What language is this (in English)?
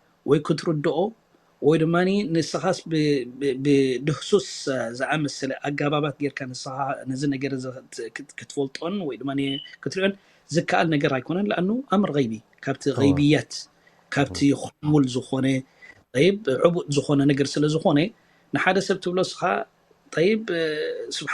Tigrinya